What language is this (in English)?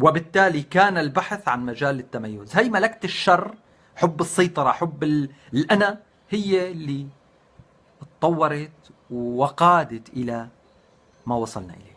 North Levantine Arabic